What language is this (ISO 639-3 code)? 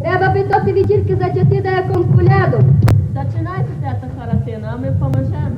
rue